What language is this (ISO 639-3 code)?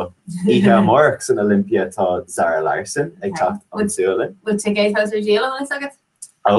gle